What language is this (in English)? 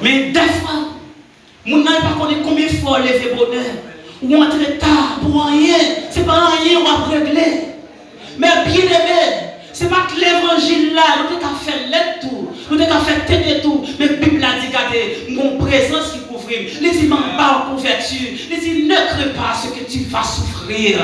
Haitian Creole